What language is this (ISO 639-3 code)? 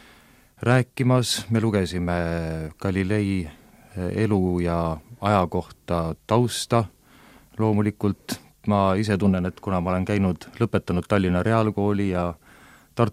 est